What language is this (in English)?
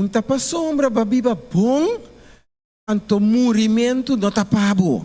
Papiamento